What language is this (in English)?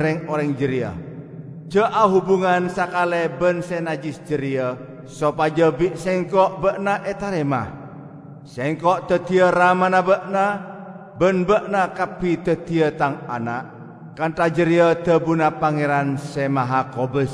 Madurese